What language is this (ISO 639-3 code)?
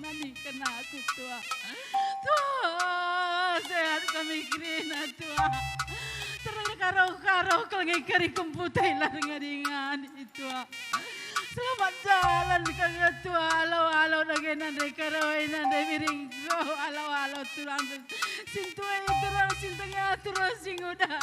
btx